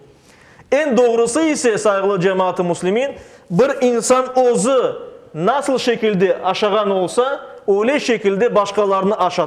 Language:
Crimean Tatar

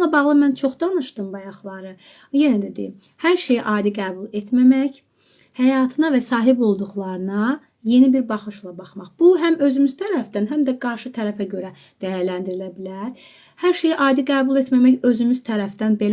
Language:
Azerbaijani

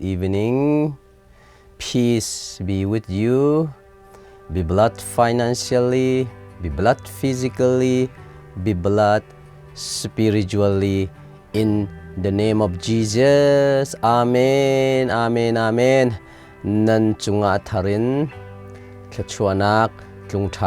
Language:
Hakha Chin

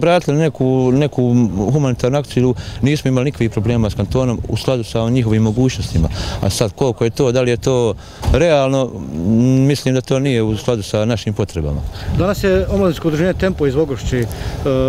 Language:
Bosnian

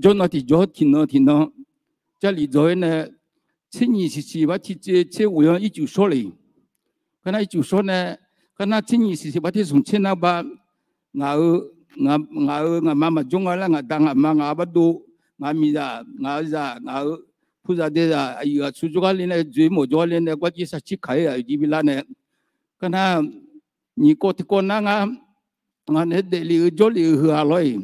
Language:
Akha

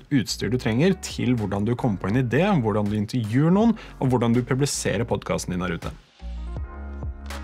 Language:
Norwegian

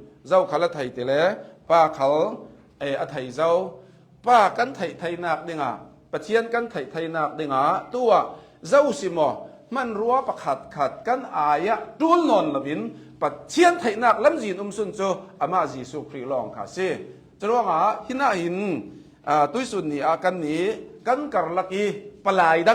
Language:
Hakha Chin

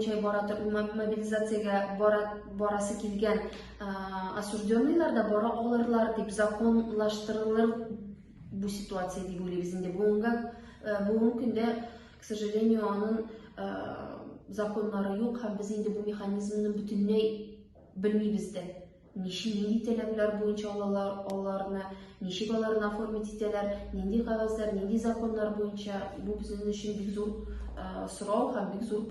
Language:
Tatar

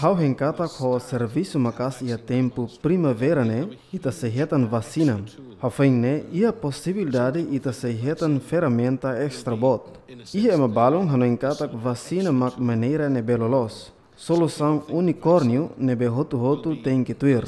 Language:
Tetum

